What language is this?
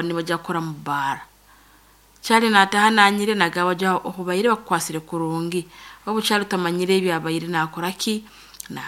Nyankole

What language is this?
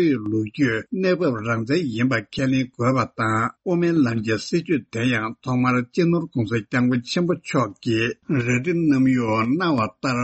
Tibetan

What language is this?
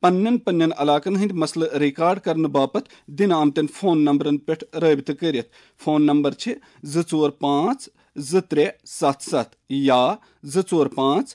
Kashmiri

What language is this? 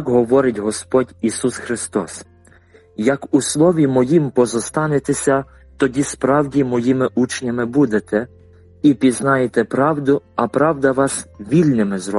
Ukrainian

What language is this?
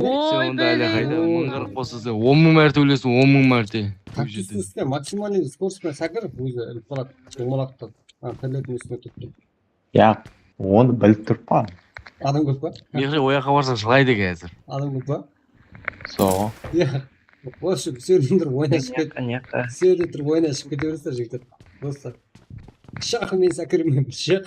Kara-Kalpak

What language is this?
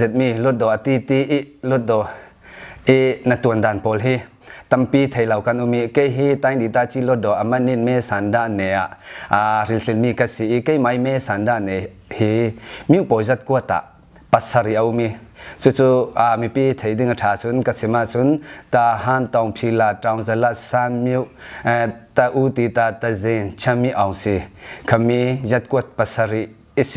Falam Chin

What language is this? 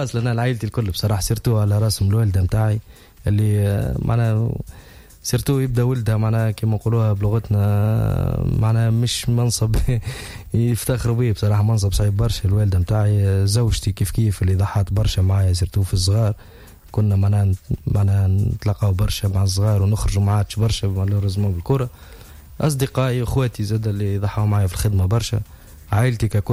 Tunisian Arabic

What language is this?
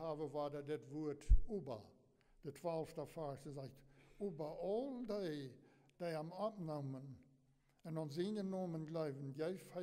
Plautdietsch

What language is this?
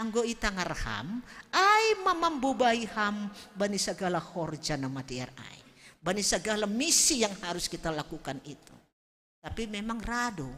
Batak Simalungun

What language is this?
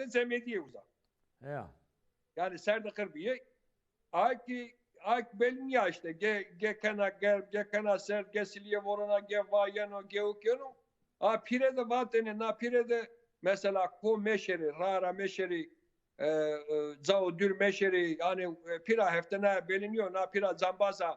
Zaza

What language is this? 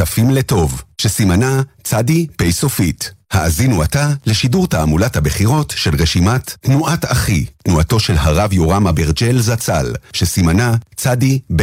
Hebrew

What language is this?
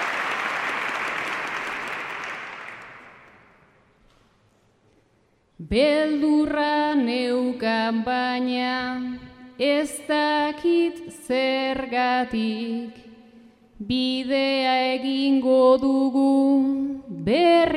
Basque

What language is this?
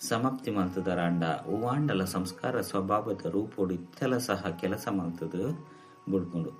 Tulu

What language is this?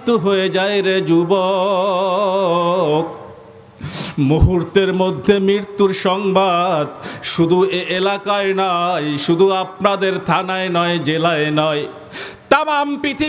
Bangla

